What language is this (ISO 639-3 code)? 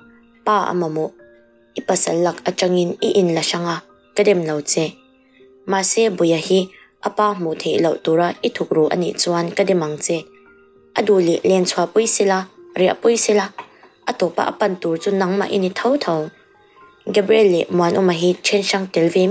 lus